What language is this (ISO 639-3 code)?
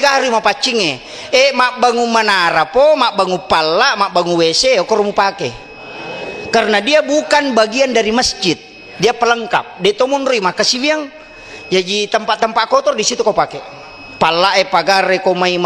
bug